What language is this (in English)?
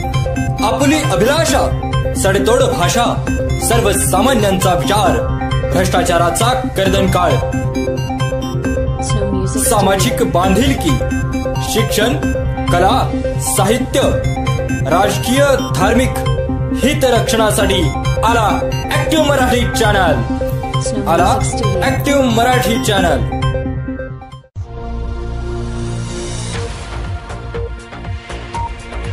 Marathi